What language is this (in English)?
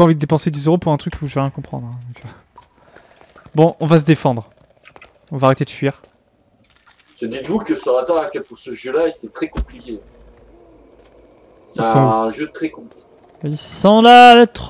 French